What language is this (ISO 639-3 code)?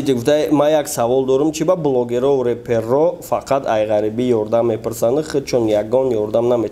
tgk